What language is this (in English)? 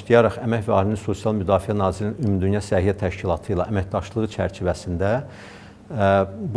Azerbaijani